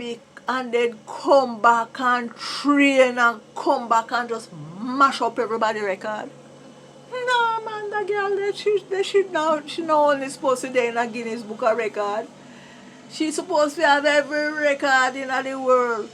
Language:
Jamaican Creole English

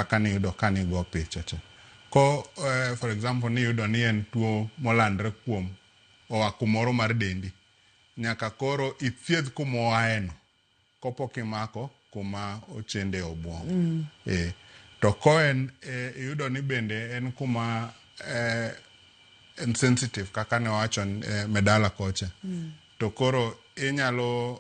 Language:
Luo (Kenya and Tanzania)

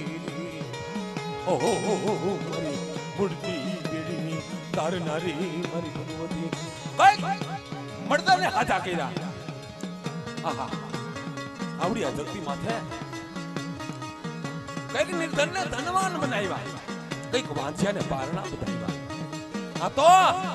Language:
Gujarati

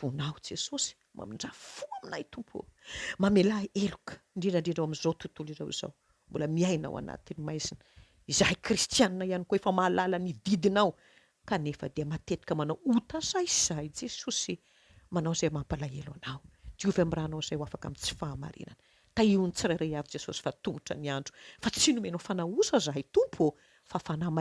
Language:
Malagasy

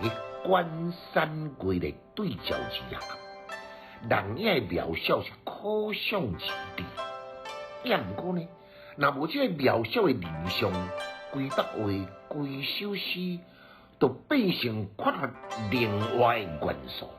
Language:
Min Nan Chinese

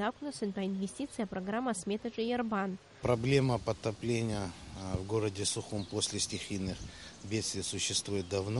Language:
Abkhazian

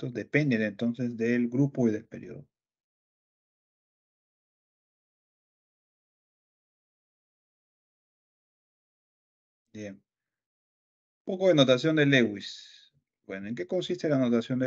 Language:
Spanish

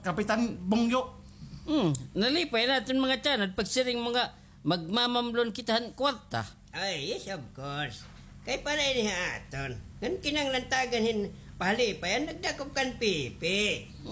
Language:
Waray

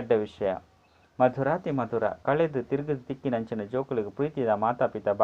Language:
Tulu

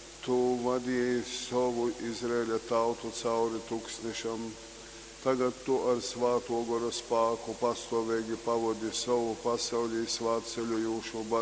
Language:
Latgalian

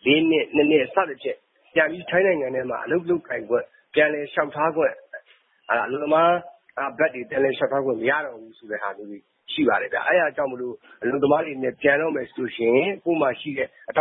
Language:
Burmese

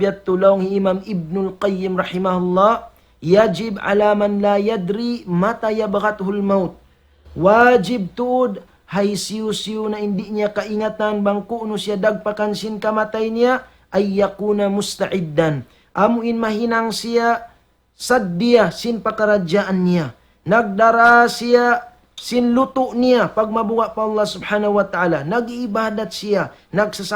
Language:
Tausug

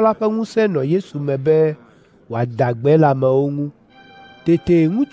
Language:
Ewe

